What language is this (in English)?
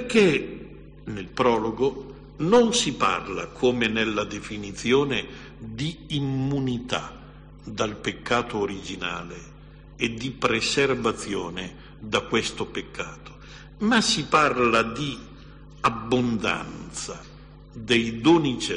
Italian